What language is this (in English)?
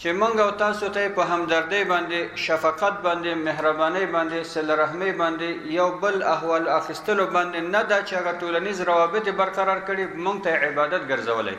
Pashto